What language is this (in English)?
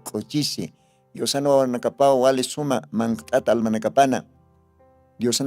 Aymara